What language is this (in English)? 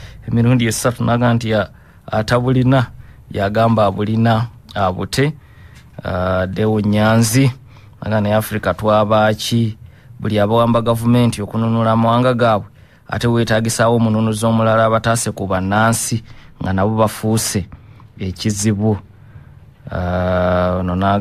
Ganda